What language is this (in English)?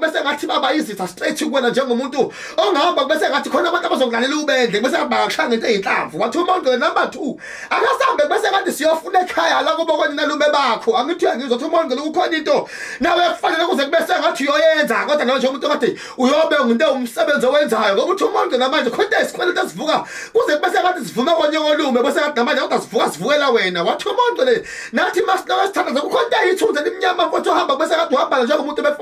Zulu